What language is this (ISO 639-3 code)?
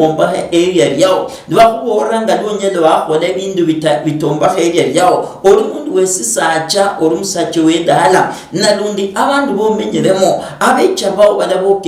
luy